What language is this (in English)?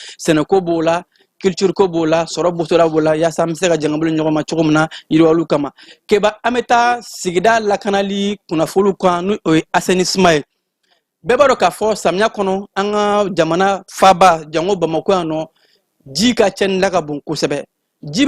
Bambara